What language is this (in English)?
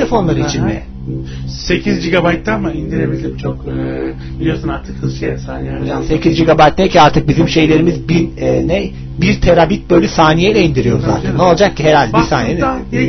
Turkish